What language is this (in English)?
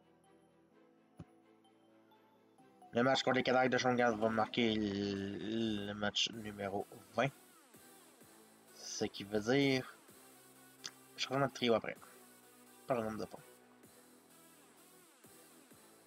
French